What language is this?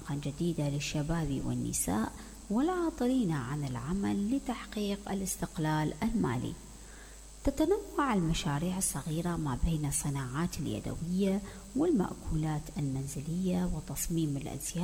Mesopotamian Arabic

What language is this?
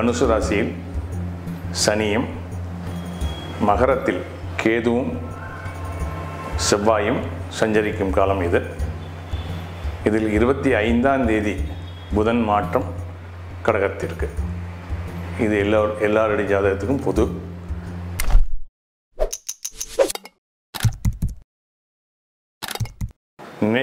Tamil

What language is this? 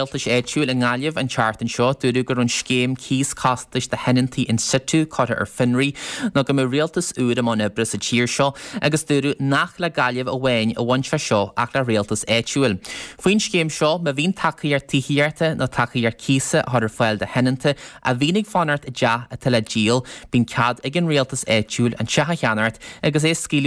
Irish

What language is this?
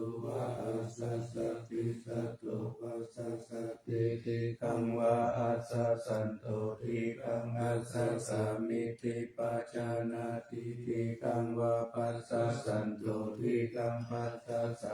Pali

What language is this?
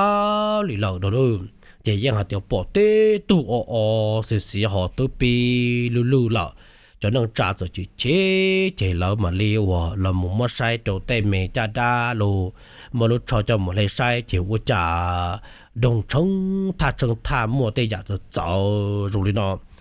Hmong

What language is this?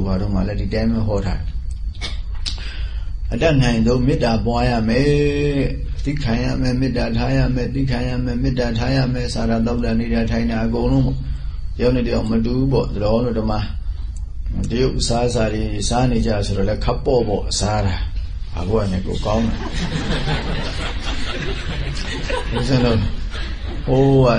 Burmese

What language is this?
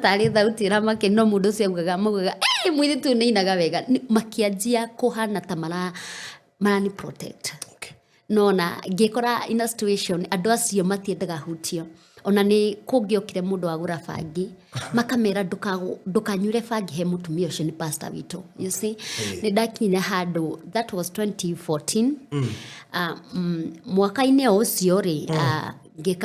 Kikuyu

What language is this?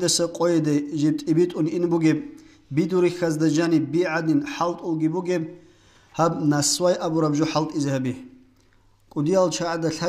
Avaric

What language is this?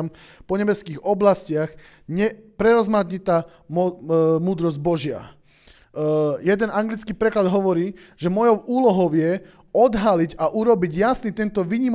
Slovak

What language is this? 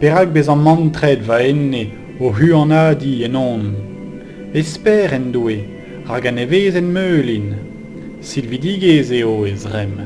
Breton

